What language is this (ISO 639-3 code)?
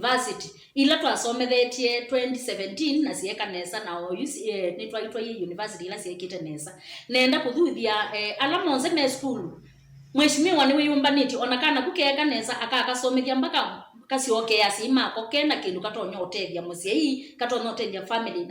kam